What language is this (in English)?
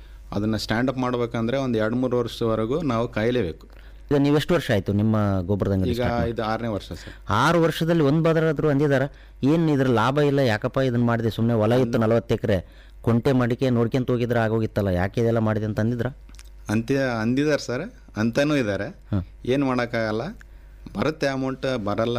Kannada